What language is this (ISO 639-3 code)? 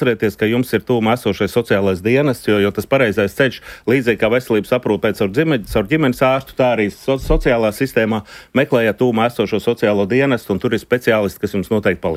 lav